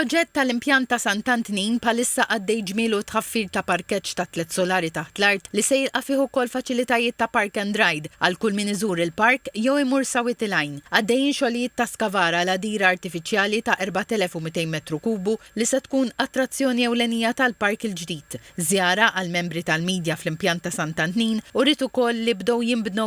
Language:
Maltese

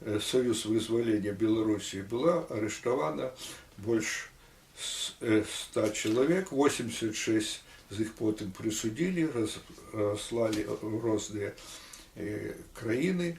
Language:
Belarusian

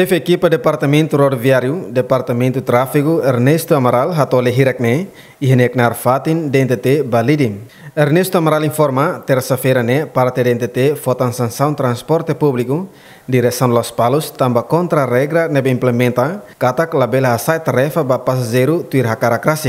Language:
Tetum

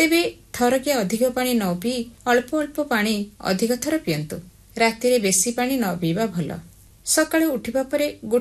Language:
Odia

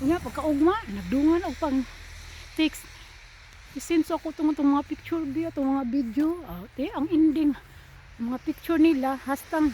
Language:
Cebuano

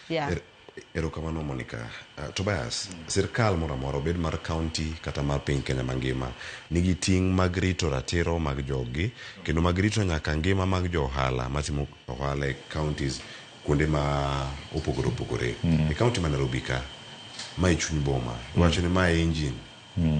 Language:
Luo (Kenya and Tanzania)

